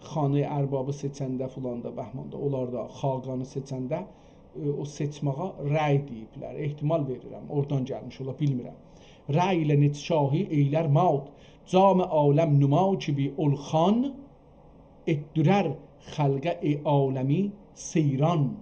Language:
South Azerbaijani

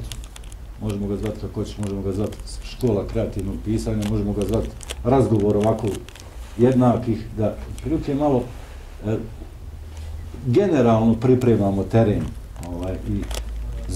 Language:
Bosnian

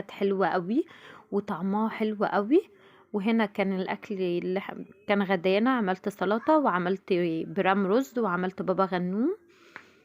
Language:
Egyptian Arabic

